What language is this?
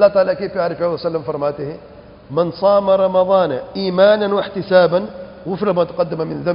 Urdu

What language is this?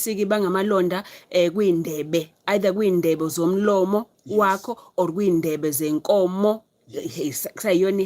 Zulu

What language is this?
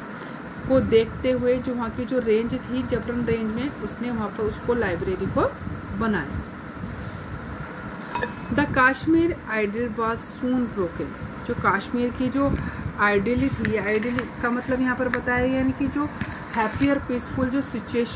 Hindi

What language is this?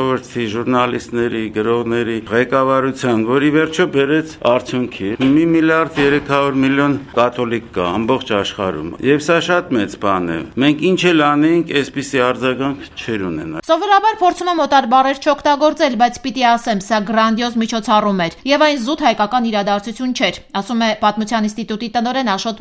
Armenian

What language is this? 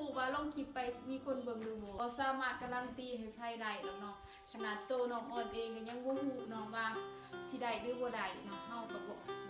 Lao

